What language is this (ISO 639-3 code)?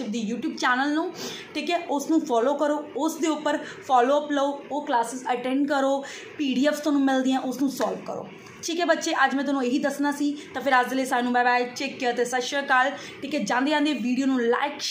pan